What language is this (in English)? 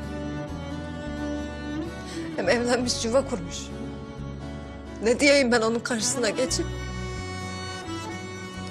Turkish